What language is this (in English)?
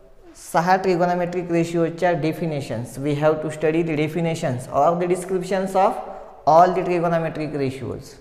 Marathi